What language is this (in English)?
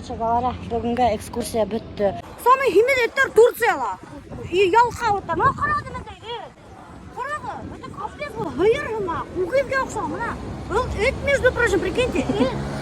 Bashkir